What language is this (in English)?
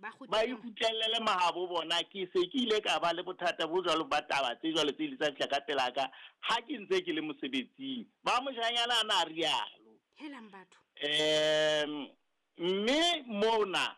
Southern Sotho